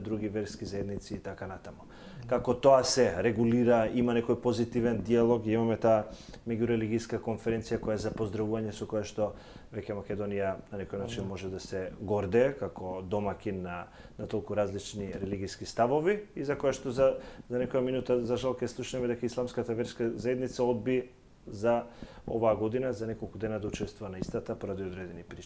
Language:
Macedonian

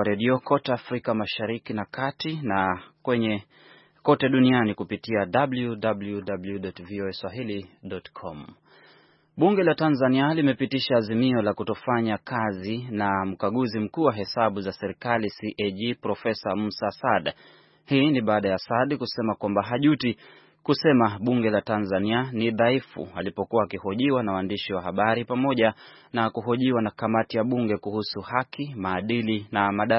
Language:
Swahili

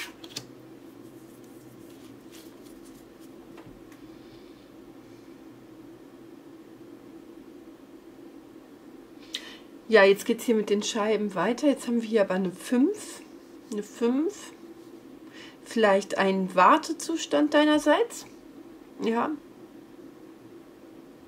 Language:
German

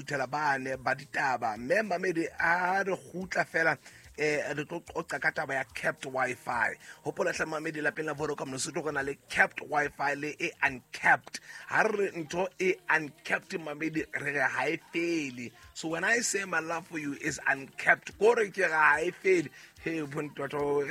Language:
Southern Sotho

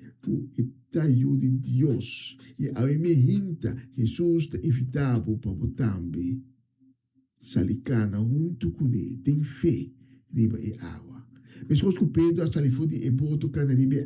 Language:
Papiamento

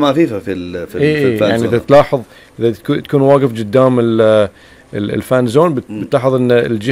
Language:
Gulf Arabic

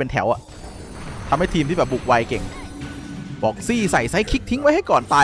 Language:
Thai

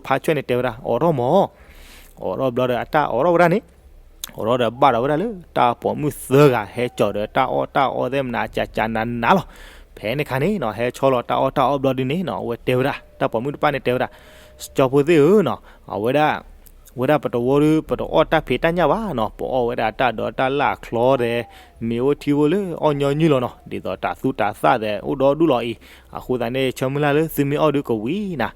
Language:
S'gaw Karen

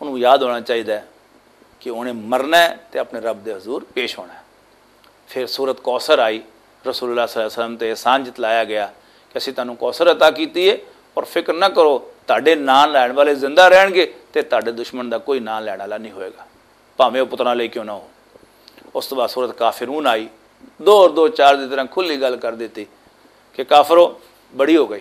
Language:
Western Panjabi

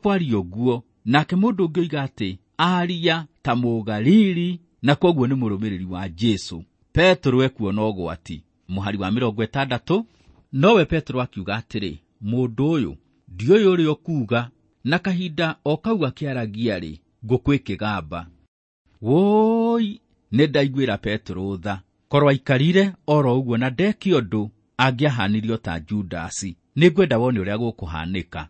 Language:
Kikuyu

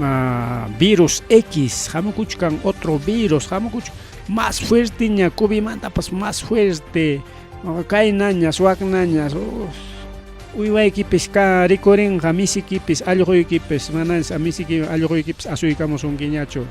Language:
Ayacucho Quechua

